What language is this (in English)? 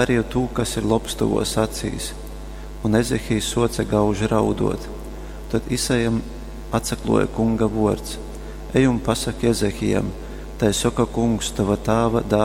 Latgalian